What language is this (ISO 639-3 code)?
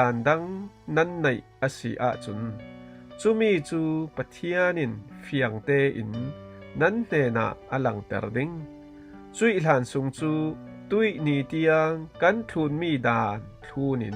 cfm